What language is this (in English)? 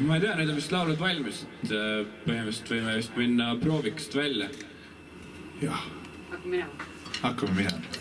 Estonian